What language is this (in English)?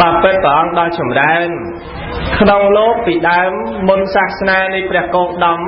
Khmer